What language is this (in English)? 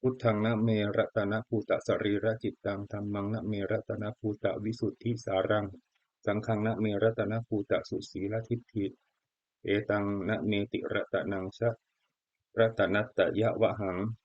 Pali